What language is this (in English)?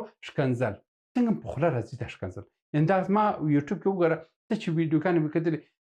Pashto